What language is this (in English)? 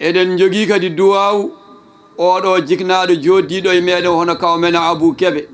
Fula